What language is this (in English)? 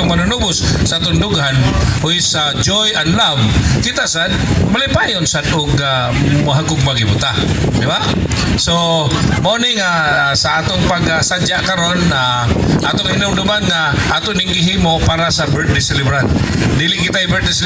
Cebuano